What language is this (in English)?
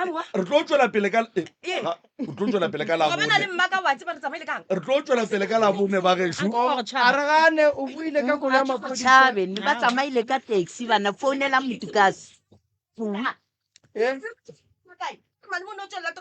Northern Sotho